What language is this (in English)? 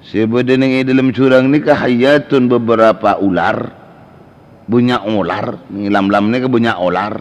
Madurese